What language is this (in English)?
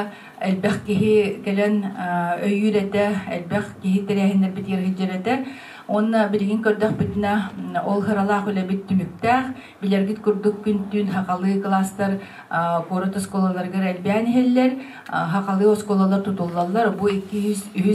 Yakut